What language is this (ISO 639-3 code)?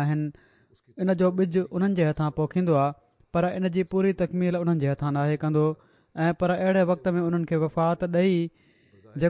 snd